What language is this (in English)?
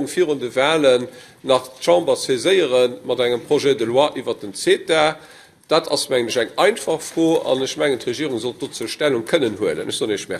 Luxembourgish